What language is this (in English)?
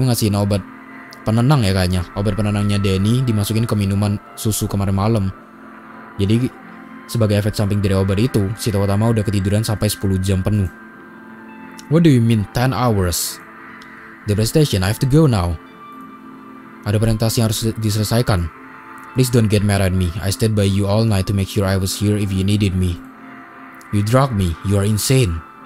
Indonesian